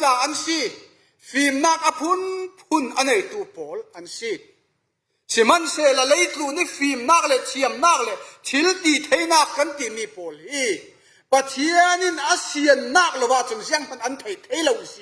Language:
Falam Chin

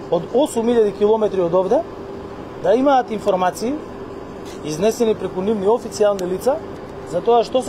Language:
Macedonian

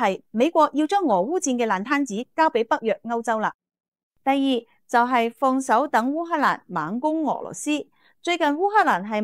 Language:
Cantonese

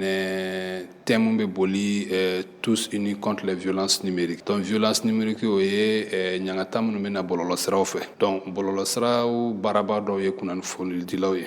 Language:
Bambara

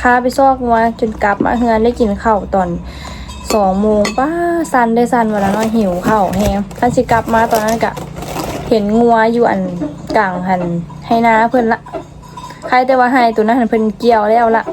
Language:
Lao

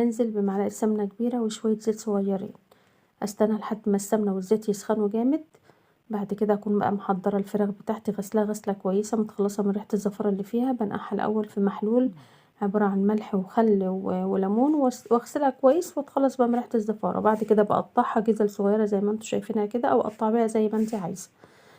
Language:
Egyptian Arabic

